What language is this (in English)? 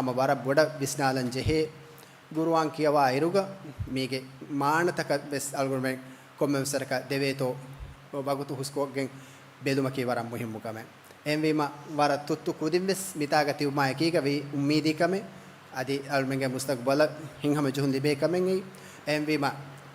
Divehi